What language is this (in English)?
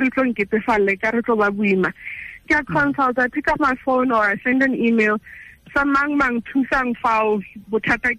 Tswana